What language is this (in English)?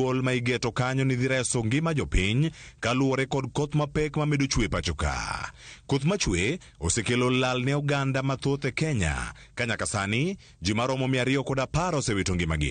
Luo (Kenya and Tanzania)